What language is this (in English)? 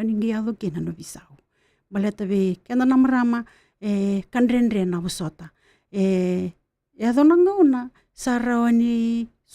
Fijian